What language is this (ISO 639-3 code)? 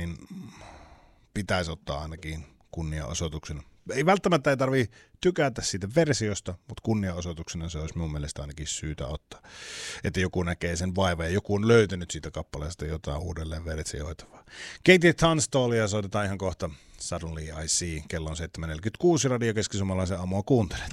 fin